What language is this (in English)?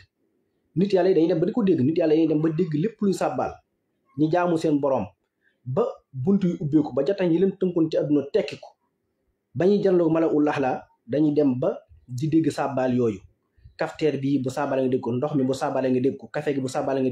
Wolof